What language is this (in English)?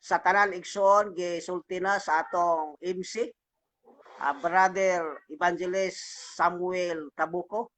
Cebuano